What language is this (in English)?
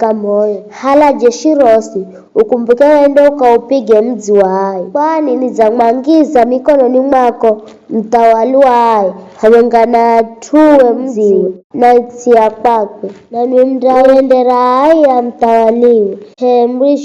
Giryama